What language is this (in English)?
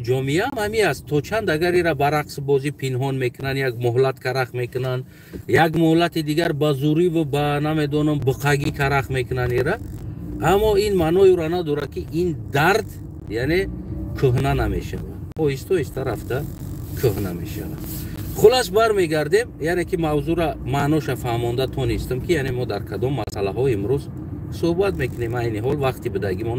Tajik